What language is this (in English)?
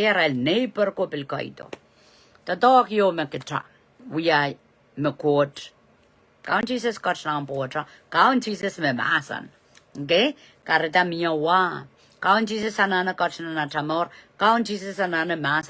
Pohnpeian